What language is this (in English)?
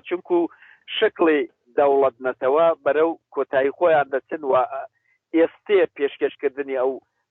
Central Kurdish